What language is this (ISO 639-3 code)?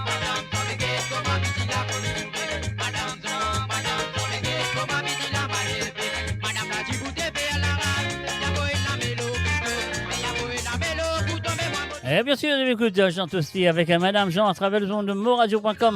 mfe